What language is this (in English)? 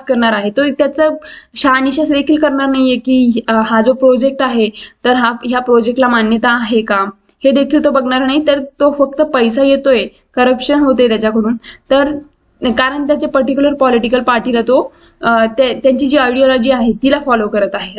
Marathi